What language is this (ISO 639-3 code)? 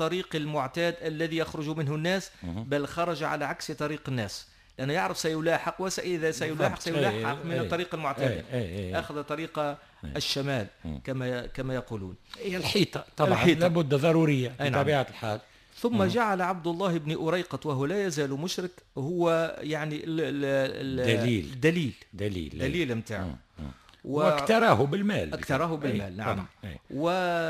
aeb